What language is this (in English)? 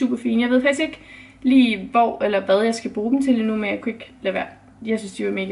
Danish